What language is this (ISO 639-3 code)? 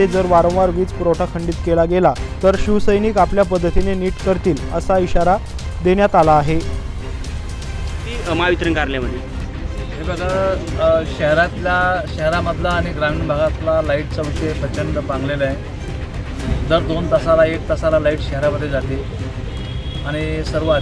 mar